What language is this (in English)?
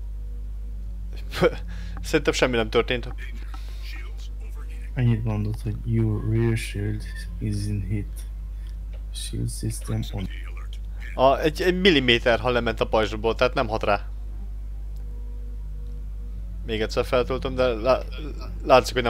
Hungarian